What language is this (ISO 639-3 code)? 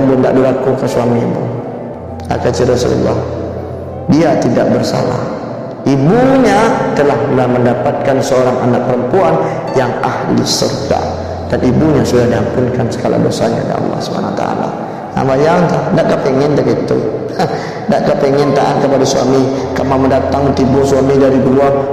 min